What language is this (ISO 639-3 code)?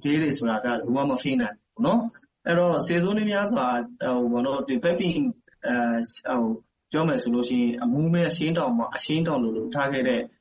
mya